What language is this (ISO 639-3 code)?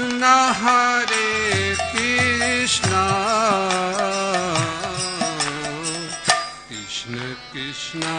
hin